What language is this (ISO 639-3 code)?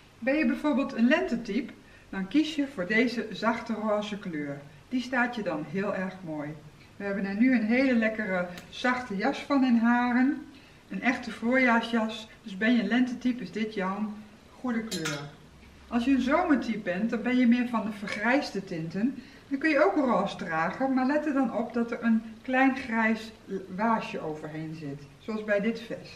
nld